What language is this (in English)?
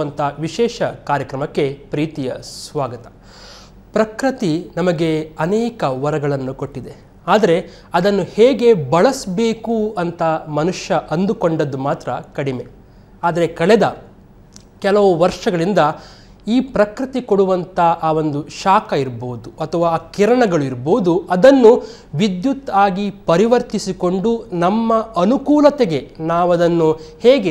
Kannada